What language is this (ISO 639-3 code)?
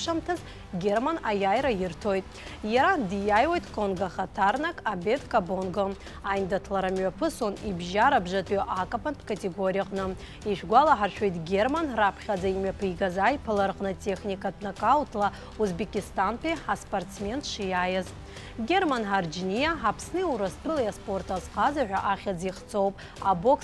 abk